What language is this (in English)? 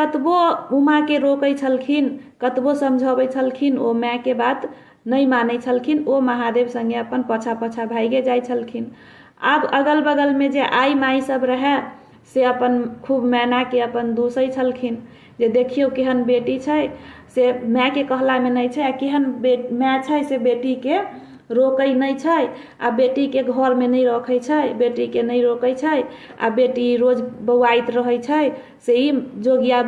Maithili